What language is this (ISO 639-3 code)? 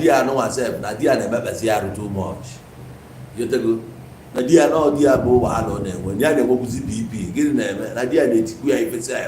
ibo